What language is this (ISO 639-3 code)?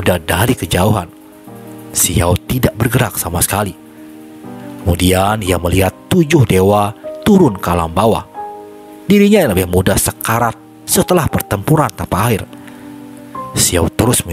ind